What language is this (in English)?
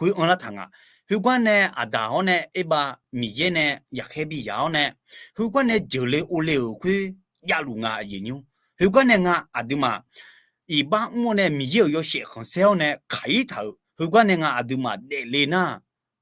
Akha